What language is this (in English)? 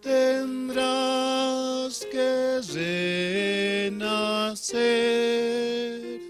Aymara